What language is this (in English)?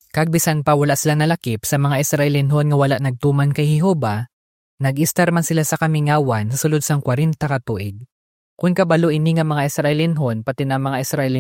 Hiligaynon